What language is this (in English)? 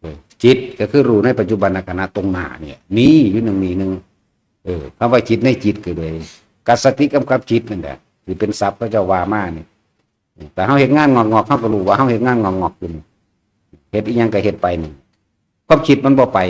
Northeastern Thai